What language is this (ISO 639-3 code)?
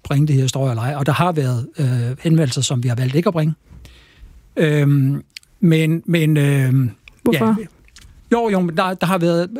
dan